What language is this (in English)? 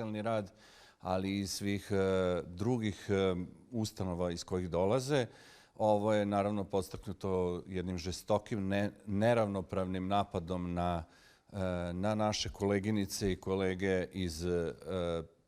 Macedonian